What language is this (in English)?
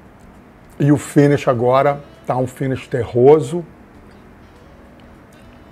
Portuguese